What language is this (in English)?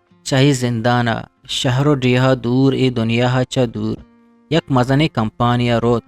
Eastern Balochi